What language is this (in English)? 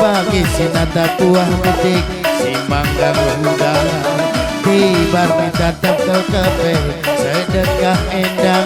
Batak Karo